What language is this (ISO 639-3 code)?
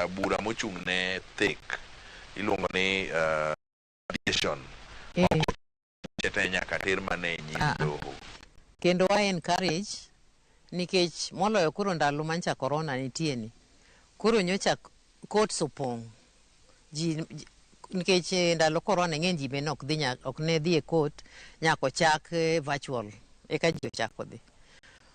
luo